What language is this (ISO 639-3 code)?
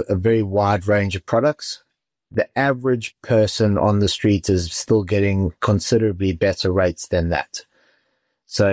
eng